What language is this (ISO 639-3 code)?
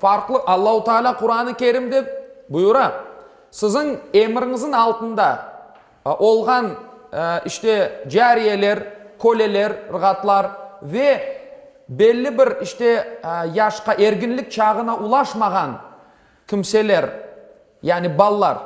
crh